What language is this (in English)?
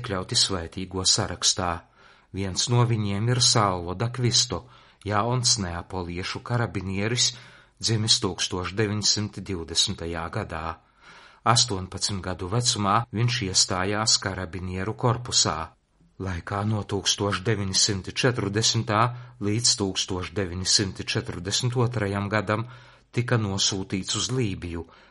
Latvian